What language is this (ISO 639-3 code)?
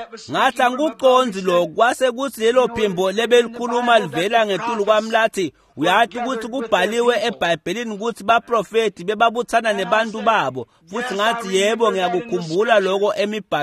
ssw